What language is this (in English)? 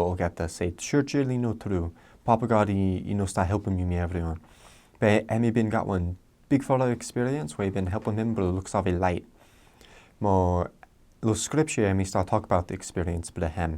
Bislama